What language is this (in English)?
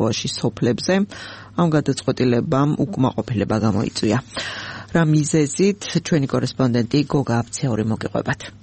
Georgian